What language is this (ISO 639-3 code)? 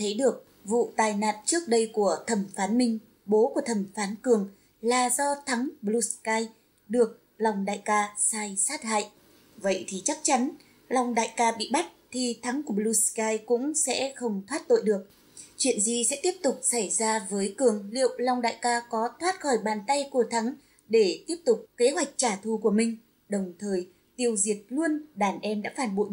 vie